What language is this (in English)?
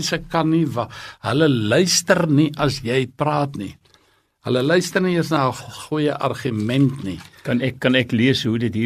Afrikaans